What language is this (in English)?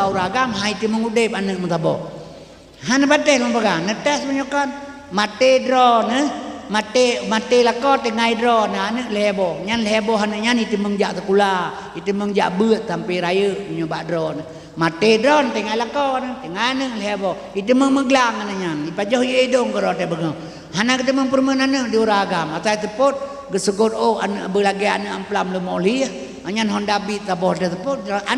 Achinese